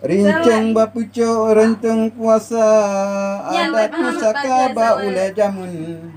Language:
Achinese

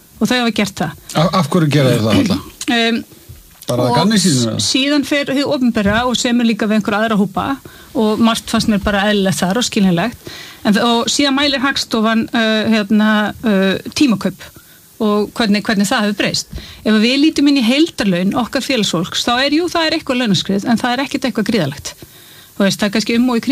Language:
Icelandic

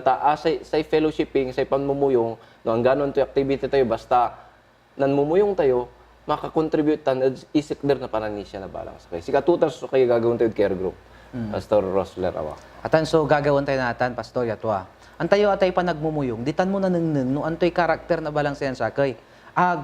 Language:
Pangasinan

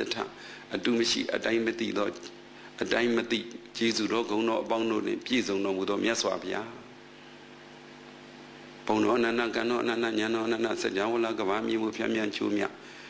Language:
Burmese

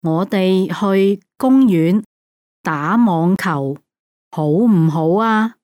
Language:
Cantonese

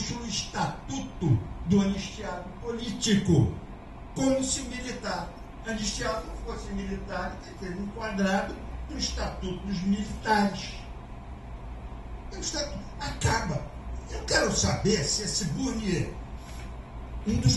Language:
Portuguese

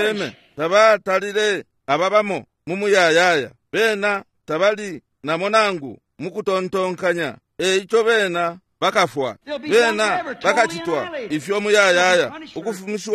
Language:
Bemba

